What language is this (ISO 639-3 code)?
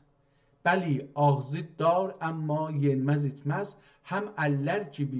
azb